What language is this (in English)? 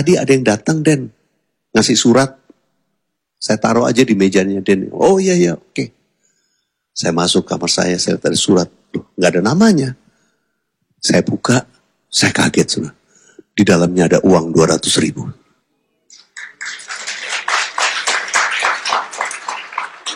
Indonesian